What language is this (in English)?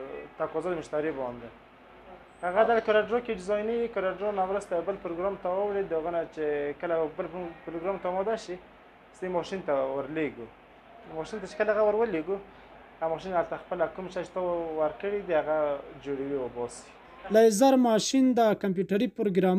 Pashto